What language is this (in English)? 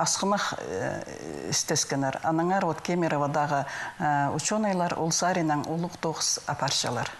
Khakas